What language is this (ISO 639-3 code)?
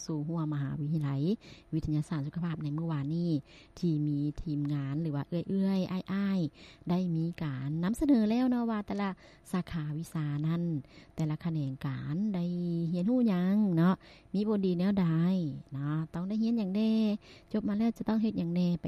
lao